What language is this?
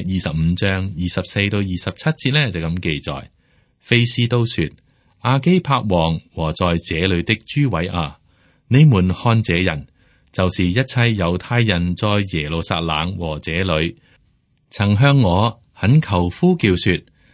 Cantonese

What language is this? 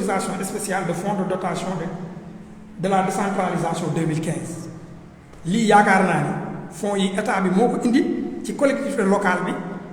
Wolof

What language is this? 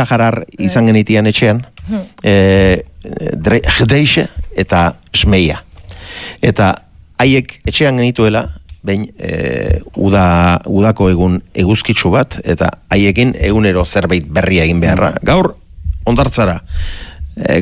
Basque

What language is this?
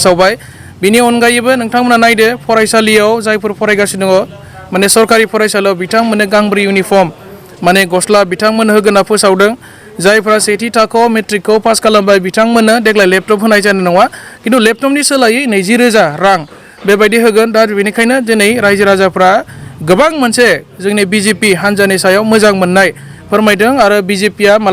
Bodo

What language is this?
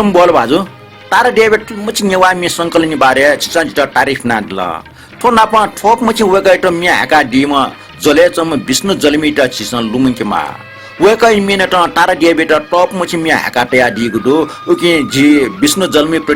Newari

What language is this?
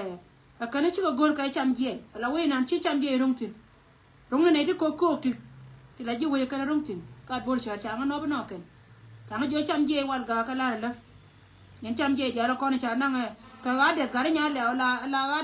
Nuer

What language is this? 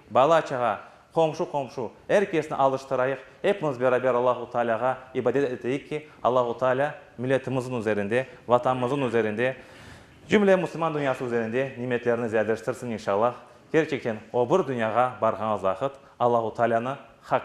Crimean Tatar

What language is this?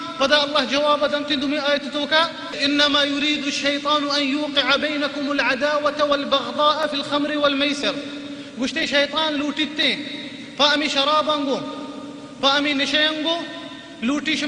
Baluchi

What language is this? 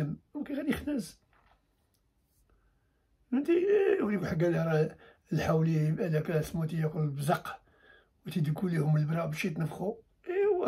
Moroccan Arabic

